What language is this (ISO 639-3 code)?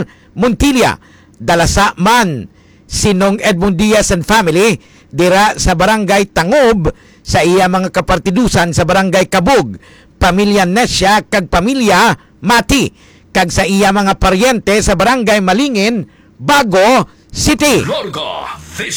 hil